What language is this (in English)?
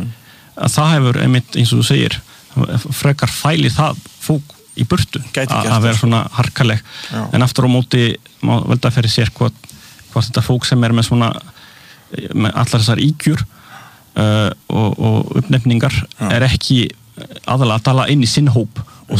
Icelandic